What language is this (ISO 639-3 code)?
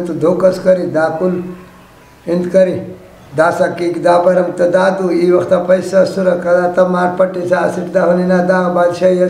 brh